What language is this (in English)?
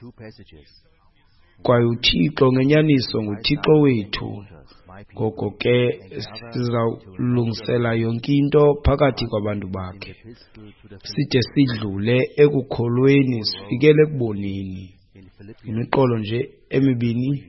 Xhosa